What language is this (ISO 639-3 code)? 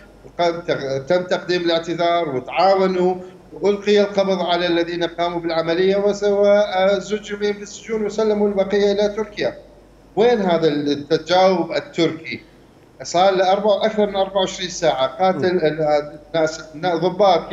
acm